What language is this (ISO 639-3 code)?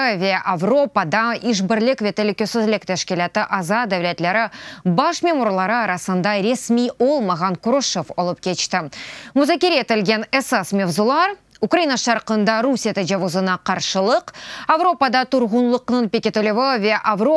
crh